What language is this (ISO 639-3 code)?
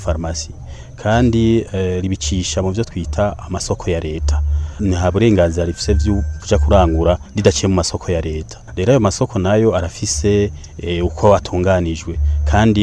run